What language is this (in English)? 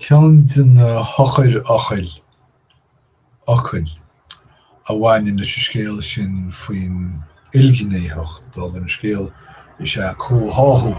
Irish